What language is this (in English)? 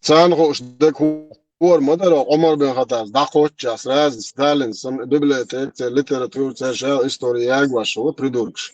Chechen